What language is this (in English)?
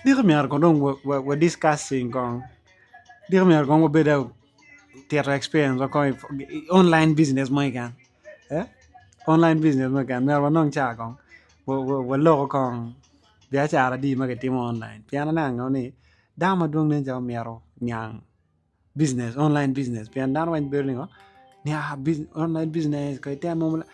Acoli